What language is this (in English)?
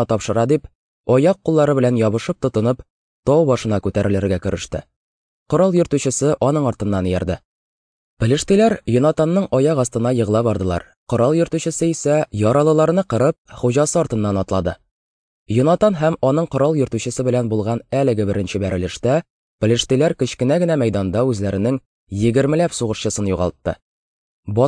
Tatar